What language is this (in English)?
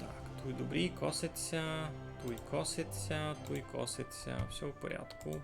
Rusyn